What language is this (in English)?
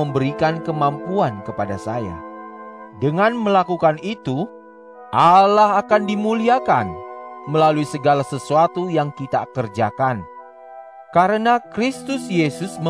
Indonesian